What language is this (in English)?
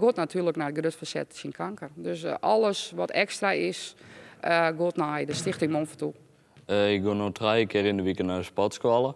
Western Frisian